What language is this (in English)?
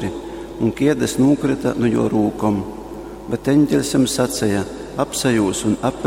Latgalian